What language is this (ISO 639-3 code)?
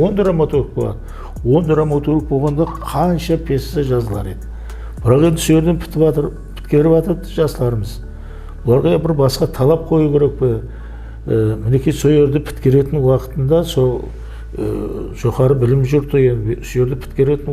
kaa